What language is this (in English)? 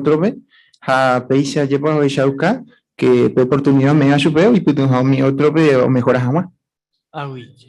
Guarani